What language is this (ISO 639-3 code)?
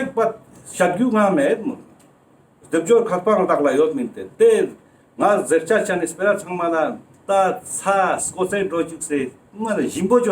lbj